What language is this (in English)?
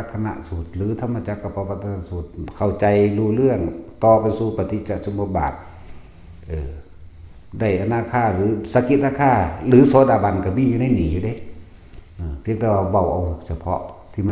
Northeastern Thai